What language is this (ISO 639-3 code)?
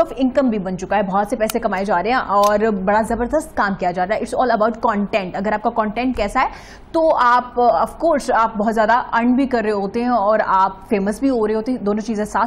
hin